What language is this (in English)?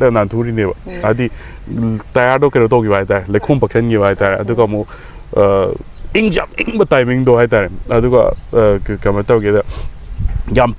Manipuri